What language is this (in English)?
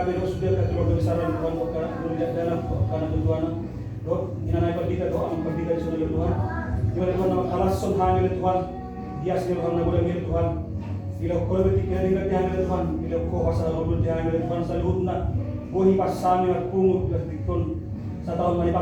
Batak Toba